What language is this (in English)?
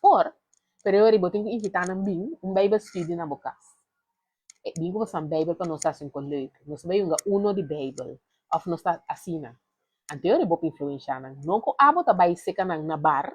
Papiamento